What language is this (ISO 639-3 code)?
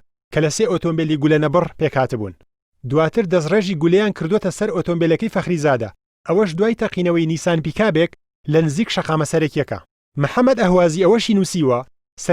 ckb